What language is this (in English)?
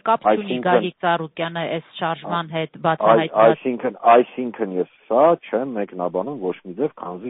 Armenian